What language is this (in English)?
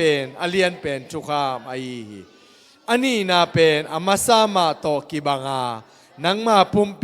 Tedim Chin